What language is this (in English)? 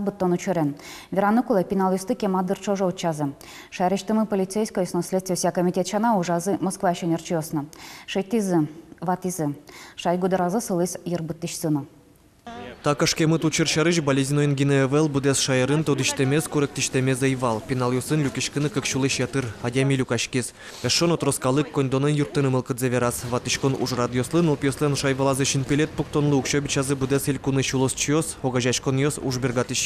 Udmurt